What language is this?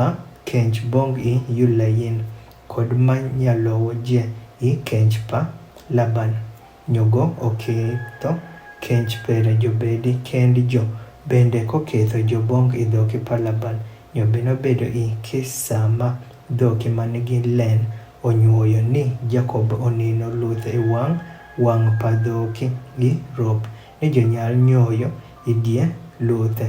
Adhola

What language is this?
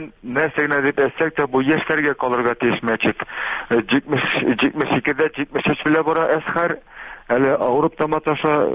Tatar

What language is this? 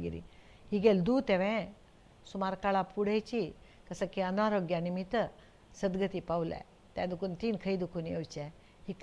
Konkani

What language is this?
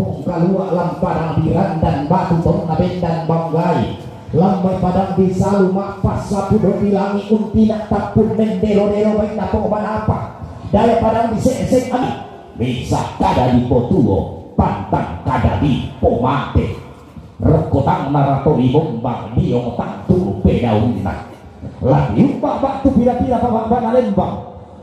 Toraja-Sa'dan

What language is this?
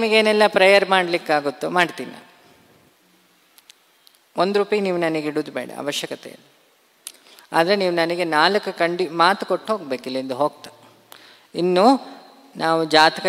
Kannada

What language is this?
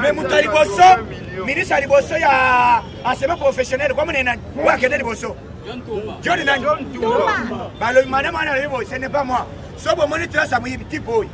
Lingala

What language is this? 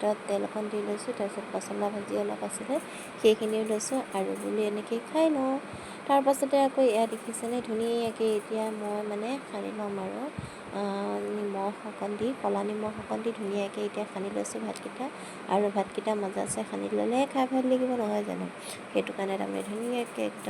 Assamese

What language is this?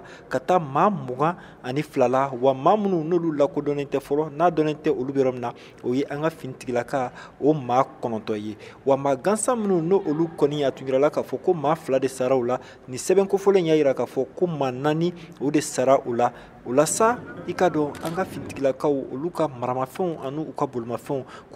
Bambara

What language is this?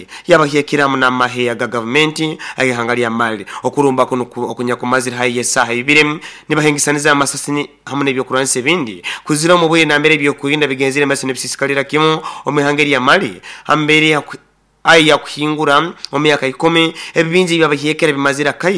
Nyoro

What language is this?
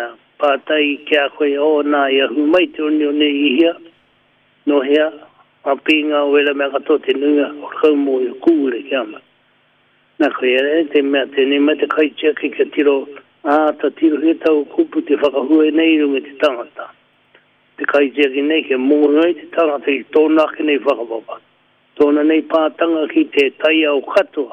Māori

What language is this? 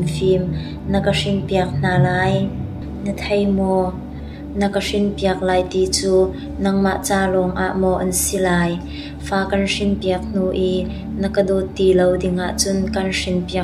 Hakha Chin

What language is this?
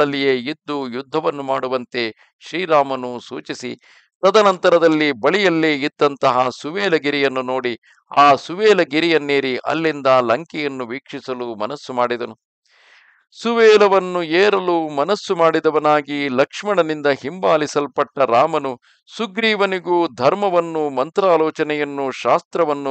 Kannada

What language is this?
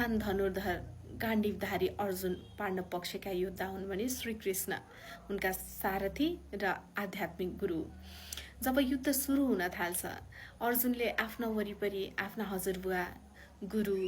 Nepali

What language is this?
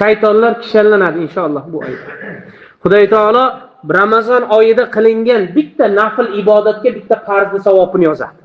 Uzbek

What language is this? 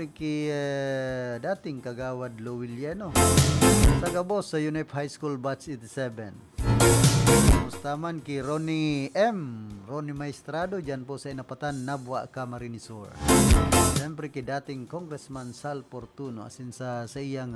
Bikol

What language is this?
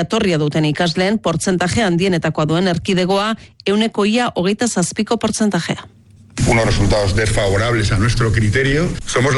Basque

